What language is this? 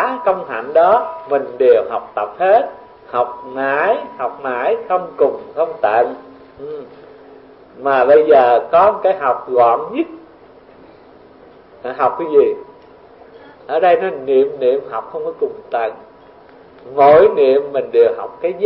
Vietnamese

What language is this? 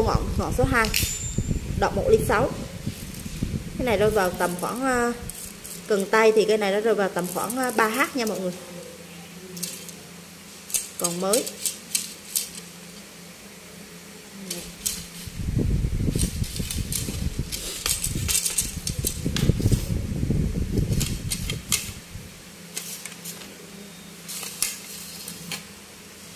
Vietnamese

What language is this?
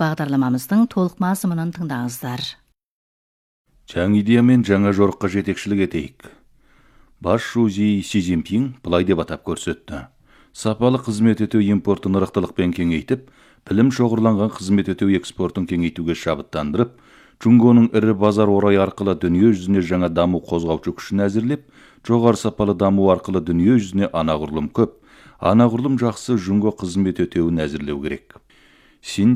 Kazakh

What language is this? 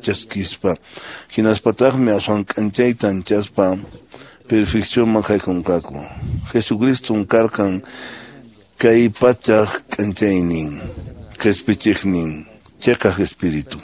Quechua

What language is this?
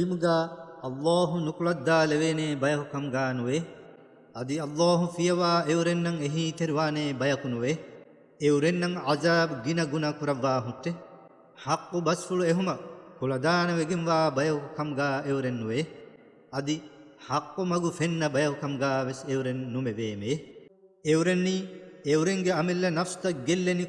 Divehi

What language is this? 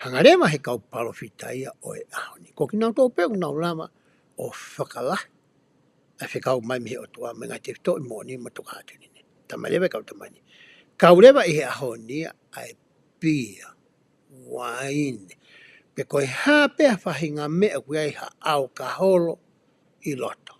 Tongan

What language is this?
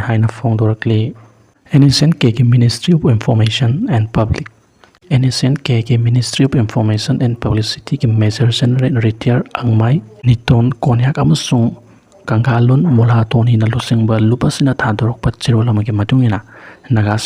Manipuri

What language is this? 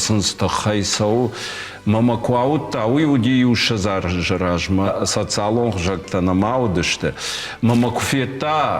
Ossetic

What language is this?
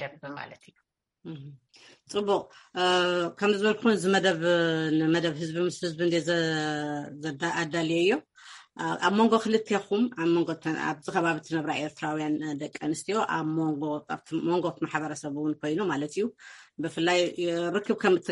Tigrinya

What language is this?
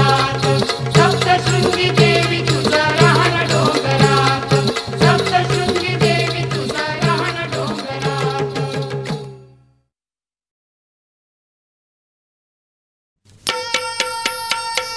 Marathi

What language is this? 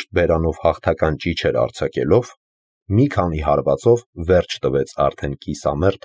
Armenian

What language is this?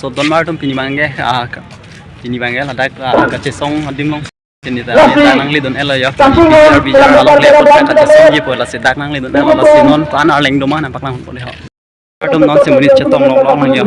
Karbi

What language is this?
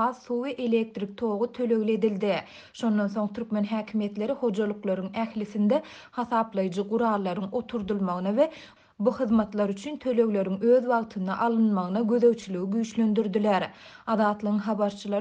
Turkmen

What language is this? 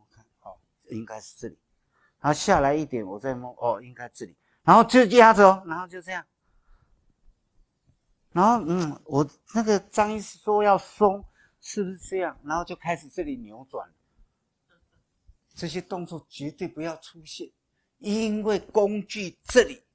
Chinese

